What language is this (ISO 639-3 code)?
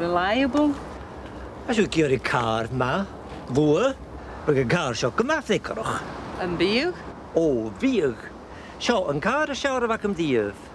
gla